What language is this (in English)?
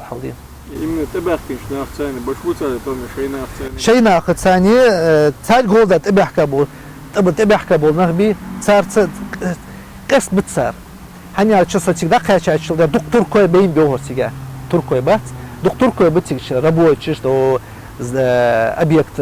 Chechen